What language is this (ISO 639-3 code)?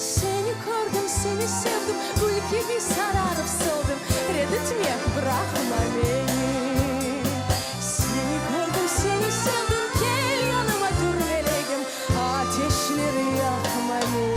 crh